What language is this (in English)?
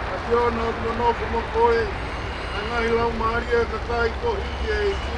Tongan